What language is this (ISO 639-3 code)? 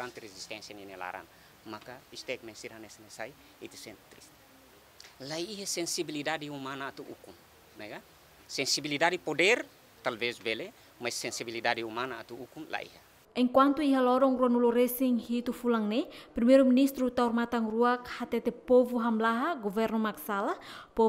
tet